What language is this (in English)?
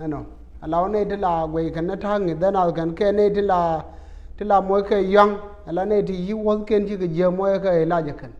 Nuer